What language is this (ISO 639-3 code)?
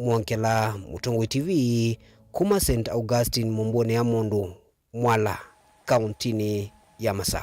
kam